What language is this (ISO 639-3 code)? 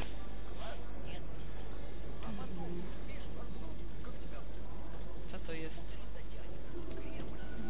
pol